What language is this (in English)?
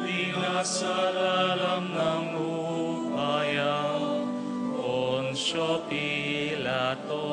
Pampanga